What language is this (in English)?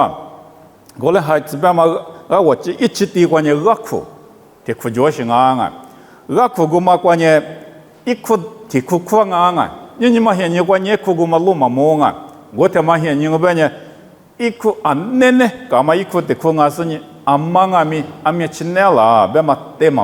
Lisu